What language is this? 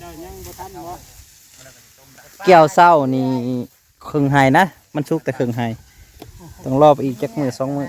Northeastern Thai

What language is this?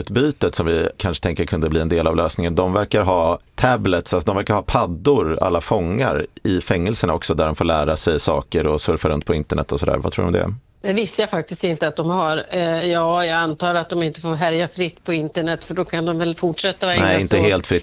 Swedish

